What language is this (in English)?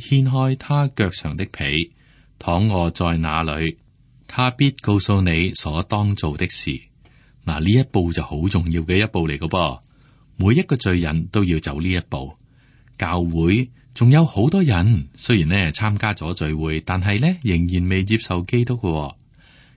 Cantonese